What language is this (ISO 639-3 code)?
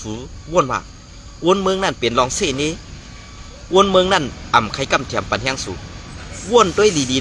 shn